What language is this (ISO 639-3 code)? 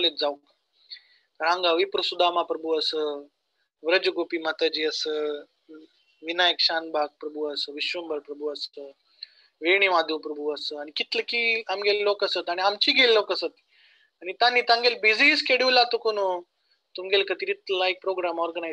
kok